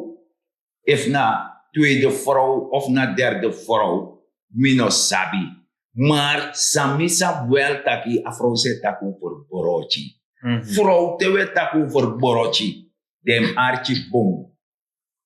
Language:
Sranan Tongo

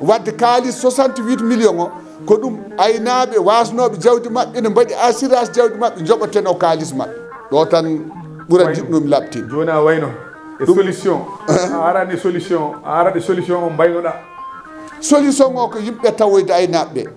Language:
Fula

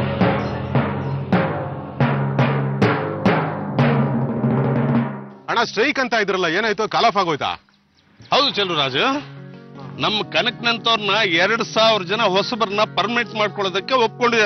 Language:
Kannada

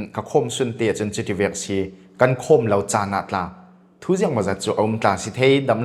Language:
Falam Chin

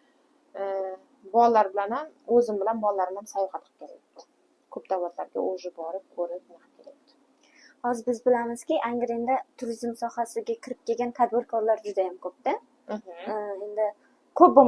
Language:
Uzbek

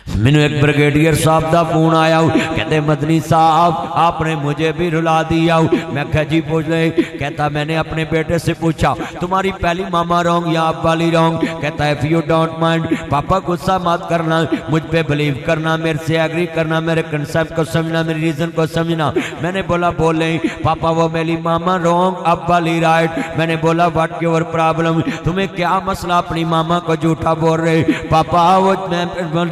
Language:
Urdu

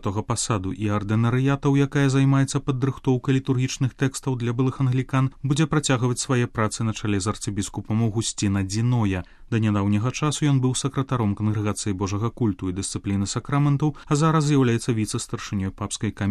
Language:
Belarusian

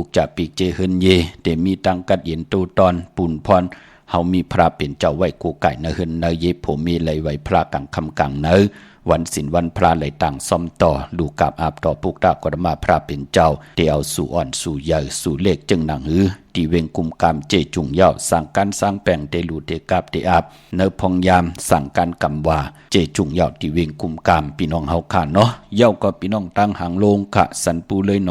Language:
Shan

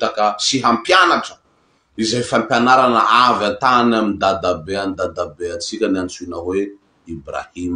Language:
Malagasy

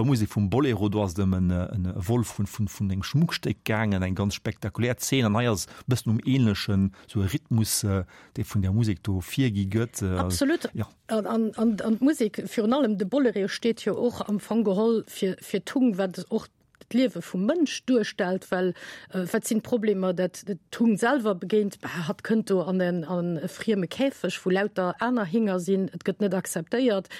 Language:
Luxembourgish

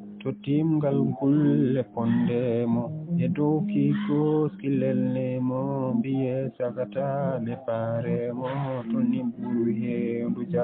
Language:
Fula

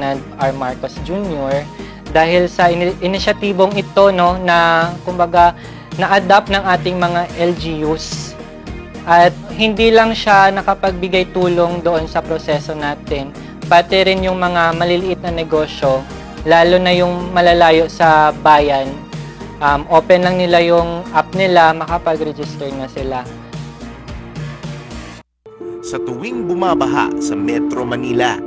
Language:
Filipino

